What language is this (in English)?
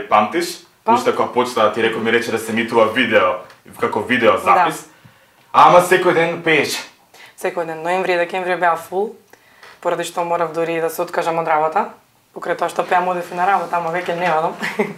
Macedonian